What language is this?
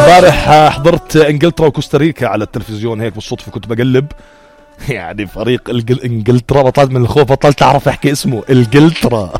North Levantine Arabic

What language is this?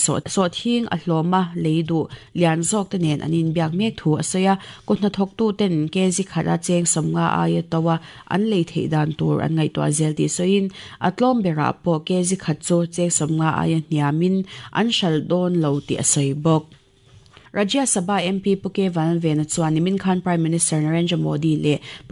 Mizo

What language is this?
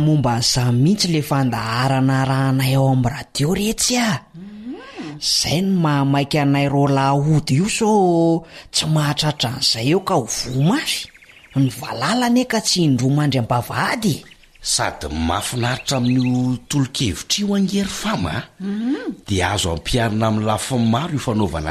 Malagasy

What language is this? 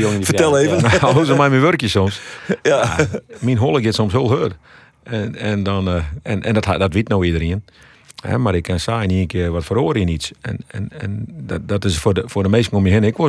Western Frisian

